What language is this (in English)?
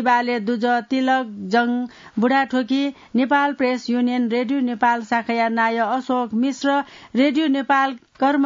Newari